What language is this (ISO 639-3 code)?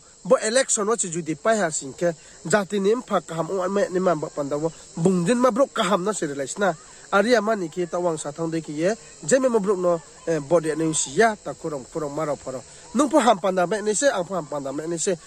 ria